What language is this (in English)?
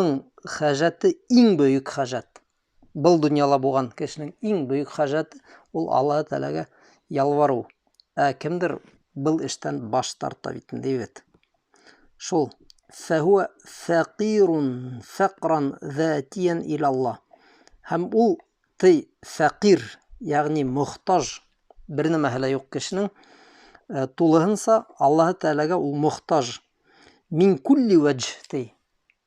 Bashkir